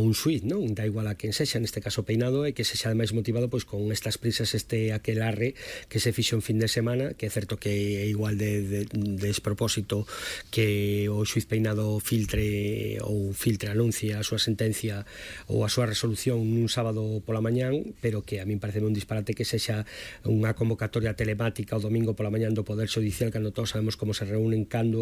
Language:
Galician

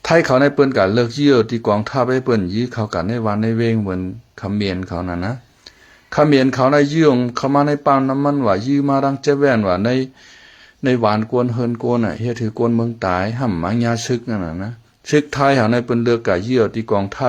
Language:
Shan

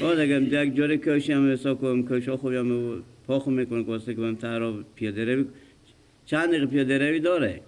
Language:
Persian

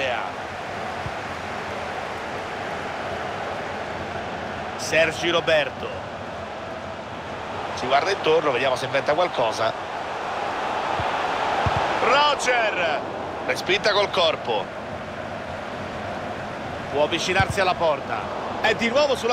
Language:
Italian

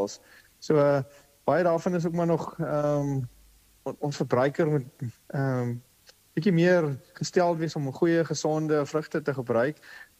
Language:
Afrikaans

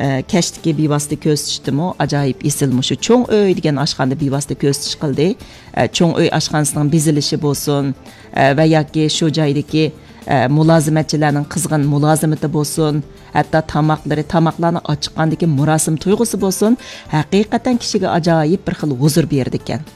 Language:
Uyghur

